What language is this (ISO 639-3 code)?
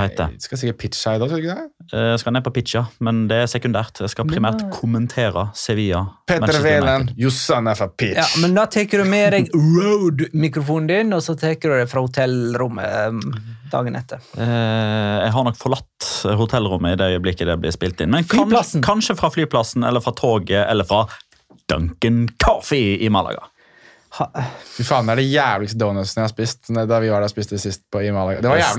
nor